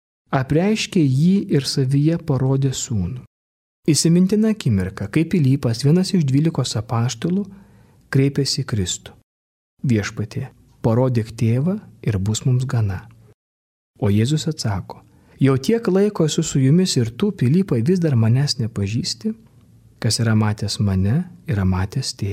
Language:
Lithuanian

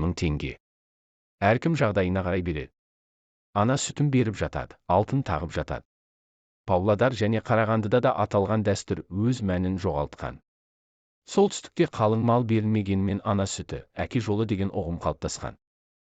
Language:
Kazakh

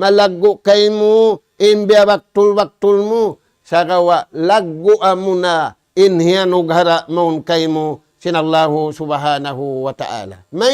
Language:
Tausug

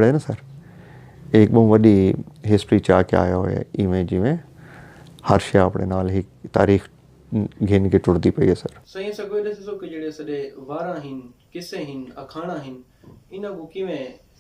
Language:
Saraiki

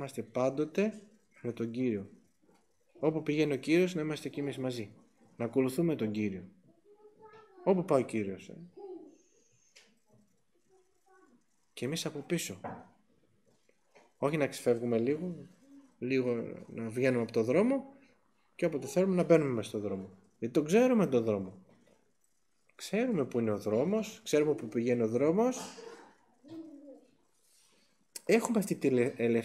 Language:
Greek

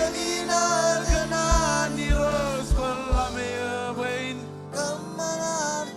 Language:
Marshallese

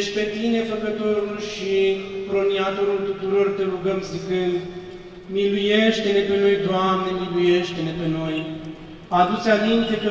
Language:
Romanian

